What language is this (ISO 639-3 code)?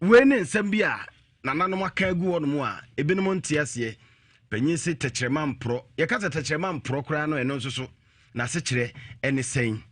aka